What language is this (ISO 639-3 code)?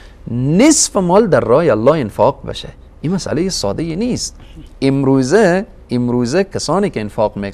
fas